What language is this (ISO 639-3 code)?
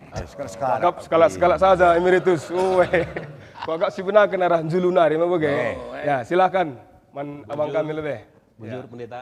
btx